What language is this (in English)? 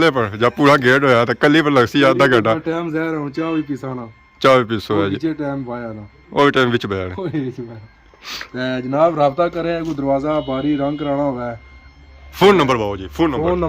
Pahari-Potwari